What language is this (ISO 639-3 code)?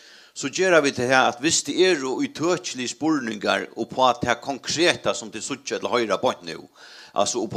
fao